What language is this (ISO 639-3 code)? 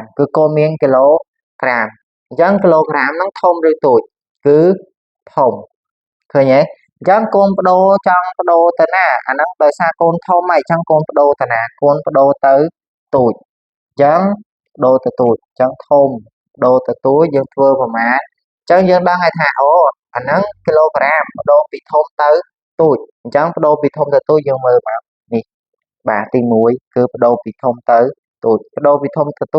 khm